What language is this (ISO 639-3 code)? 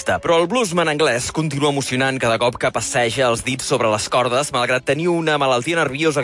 cat